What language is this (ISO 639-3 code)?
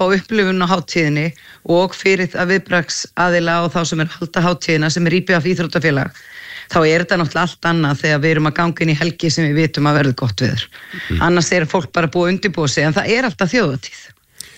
isl